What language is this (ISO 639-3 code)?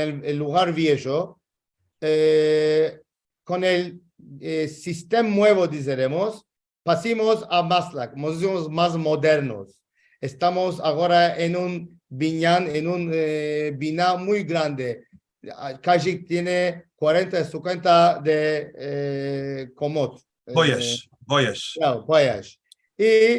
lad